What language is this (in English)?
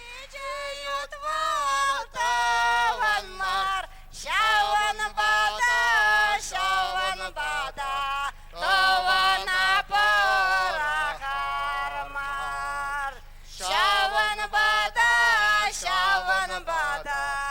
Chuvash